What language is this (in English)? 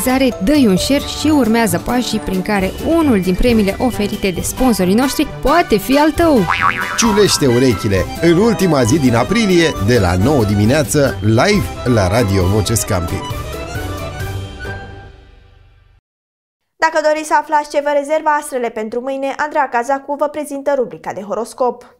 Romanian